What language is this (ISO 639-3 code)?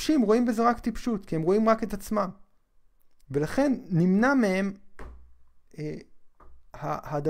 heb